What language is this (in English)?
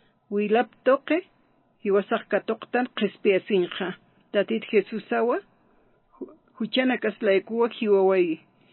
Aymara